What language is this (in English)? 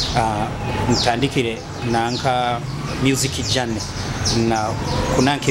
Nyoro